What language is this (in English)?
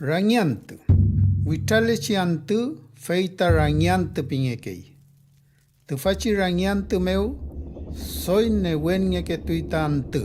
Mapuche